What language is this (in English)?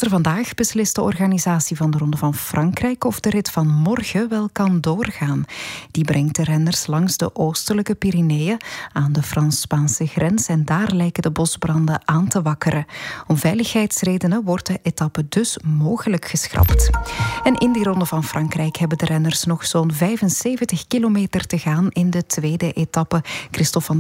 Dutch